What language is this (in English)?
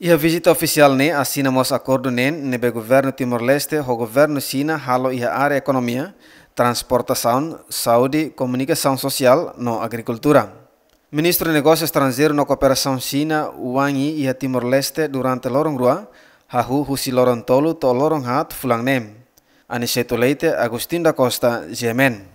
Tetum